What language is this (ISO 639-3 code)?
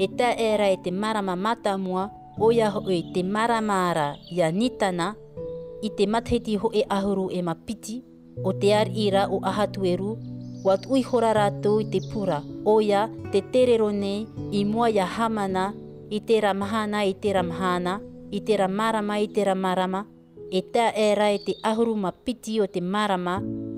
tah